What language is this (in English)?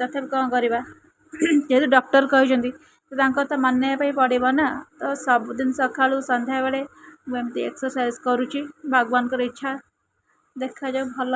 Odia